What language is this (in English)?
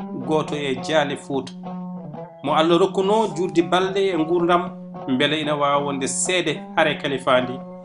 Fula